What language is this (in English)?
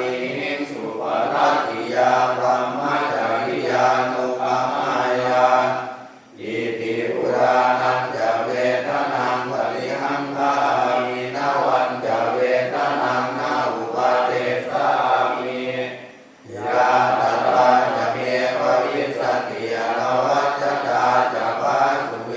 Pali